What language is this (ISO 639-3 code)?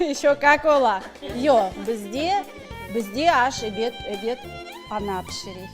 crh